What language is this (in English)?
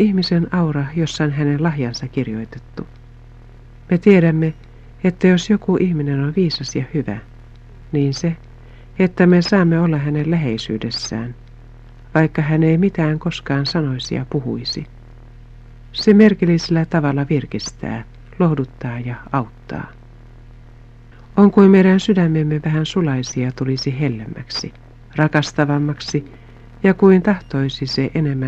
Finnish